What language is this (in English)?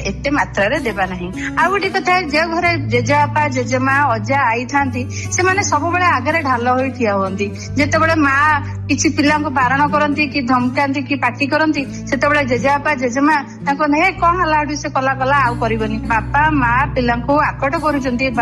Odia